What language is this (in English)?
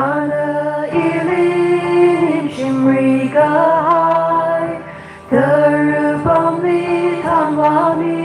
Tangkhul Naga (India)